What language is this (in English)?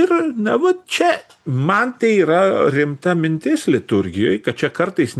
Lithuanian